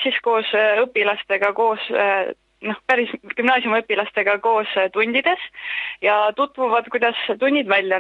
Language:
Estonian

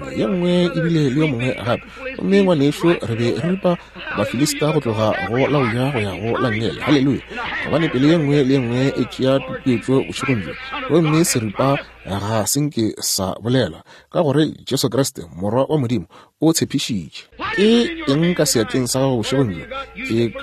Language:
Northern Sotho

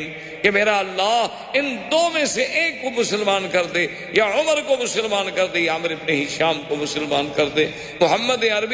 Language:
Urdu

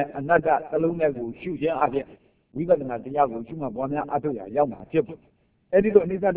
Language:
Burmese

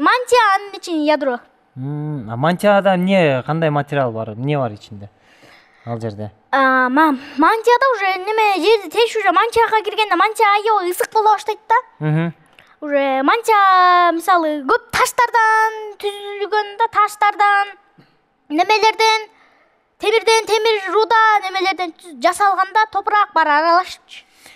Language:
Kyrgyz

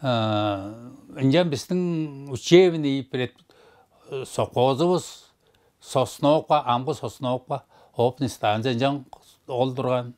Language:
Tuvinian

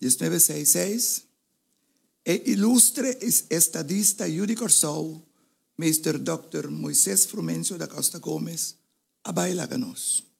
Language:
Papiamento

